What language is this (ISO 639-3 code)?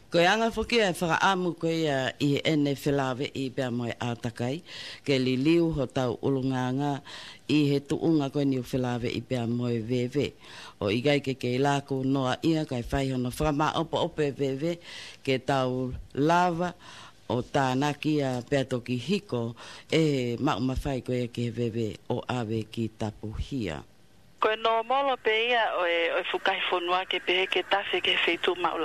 ton